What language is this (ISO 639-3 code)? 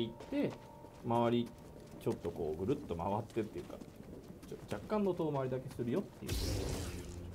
jpn